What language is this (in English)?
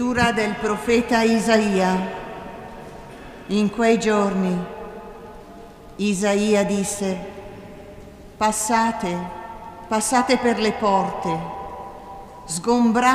Italian